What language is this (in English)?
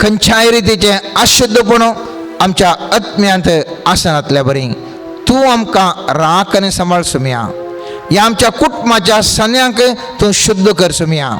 Konkani